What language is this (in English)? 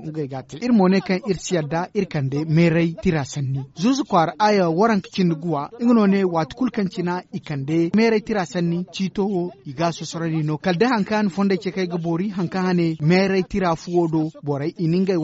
Zarma